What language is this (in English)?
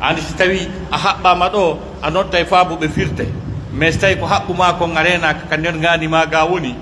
Pular